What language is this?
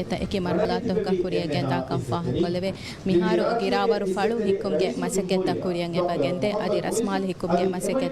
Divehi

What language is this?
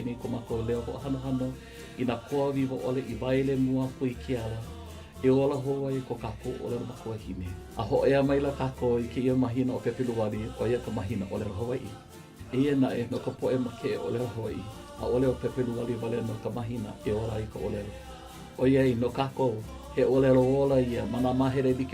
Hawaiian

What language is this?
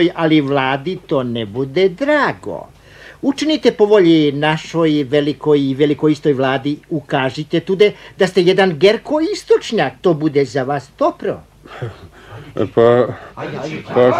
Bosnian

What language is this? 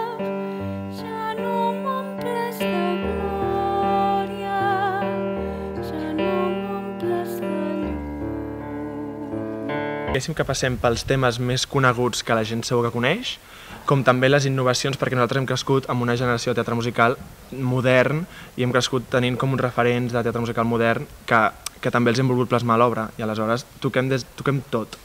Catalan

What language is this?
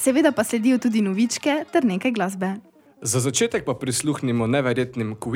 Slovenian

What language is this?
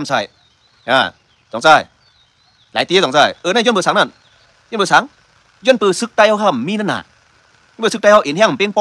Shan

